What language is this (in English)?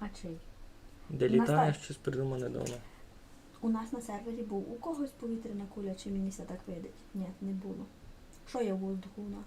Rusyn